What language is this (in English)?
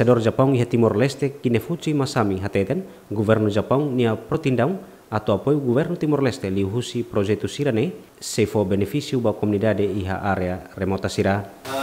Tetum